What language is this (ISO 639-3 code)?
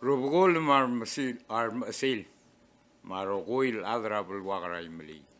pau